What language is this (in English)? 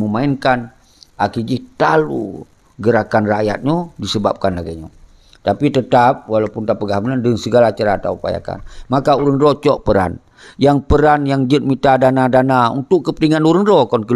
Achinese